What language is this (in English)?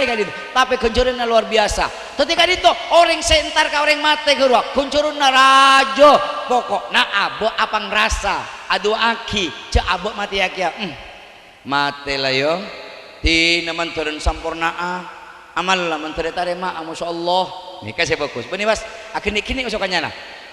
Madurese